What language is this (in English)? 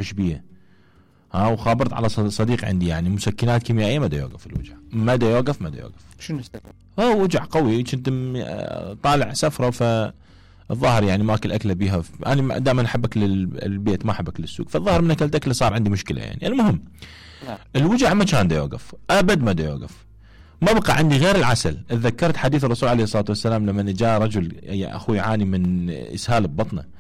Mesopotamian Arabic